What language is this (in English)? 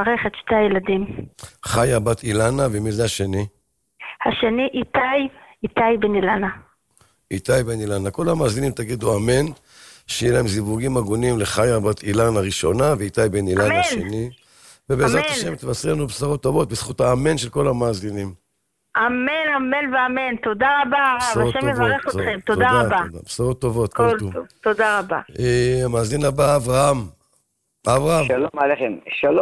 Hebrew